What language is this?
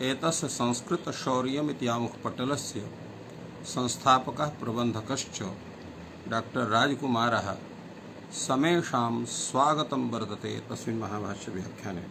Sanskrit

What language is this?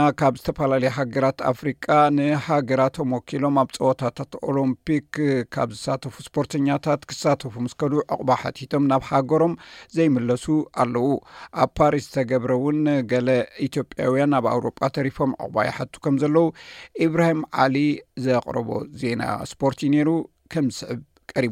Tigrinya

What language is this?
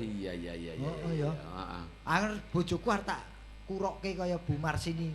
Javanese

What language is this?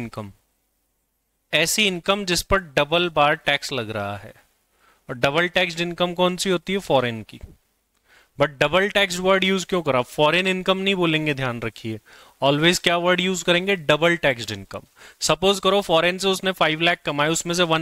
Hindi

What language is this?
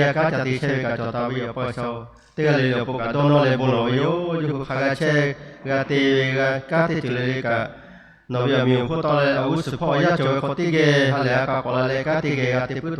Lahu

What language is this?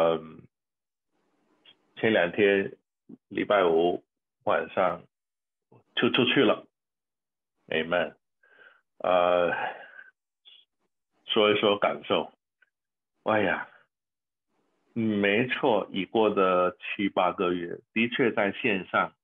Chinese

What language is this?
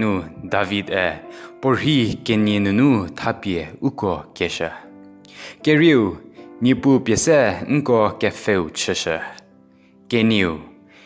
Angami Naga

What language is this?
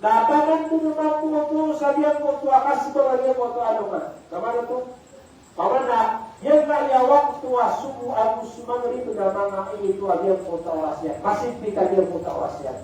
Maranao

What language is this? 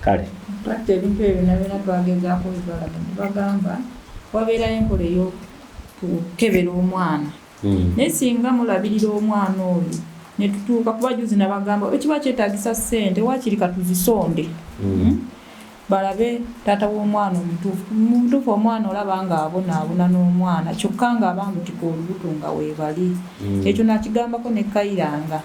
Nyoro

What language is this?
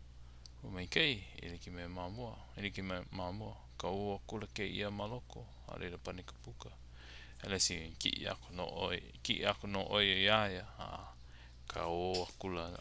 Hawaiian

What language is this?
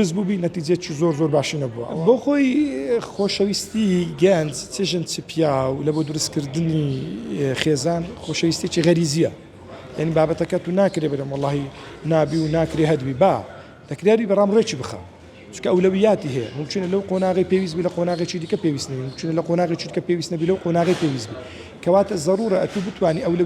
Central Kurdish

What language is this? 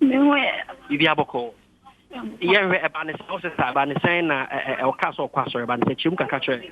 Akan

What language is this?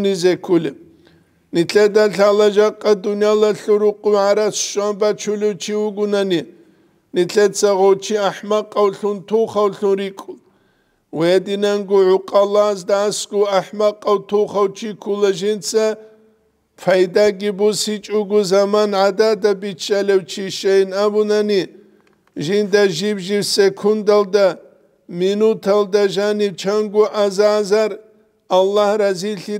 Avaric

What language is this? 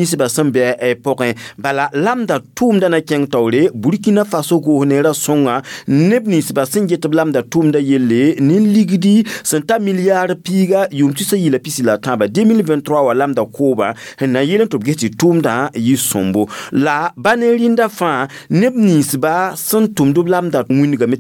Mossi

